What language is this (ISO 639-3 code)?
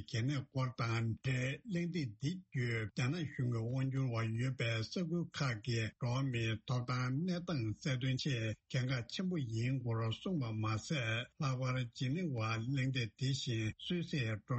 bod